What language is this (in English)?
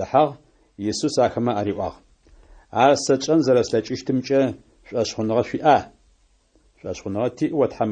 Adyghe